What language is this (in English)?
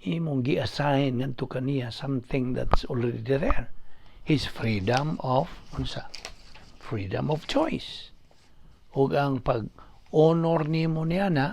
Cebuano